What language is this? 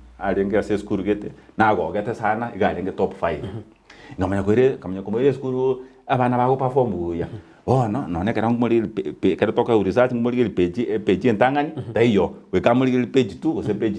Gusii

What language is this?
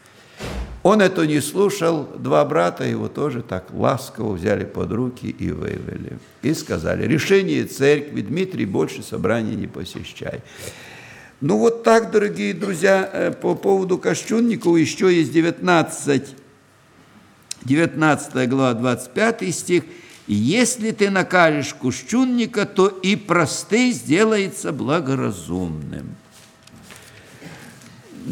Russian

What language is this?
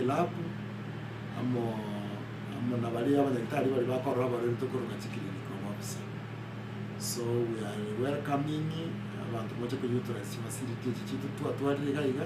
Gusii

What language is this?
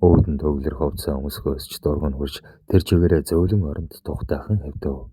Mongolian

